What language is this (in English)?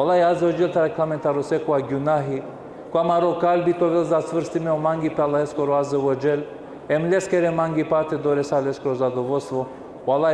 Balkan Romani